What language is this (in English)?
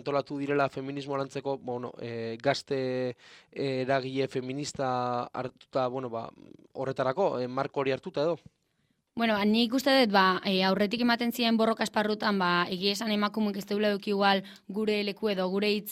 Basque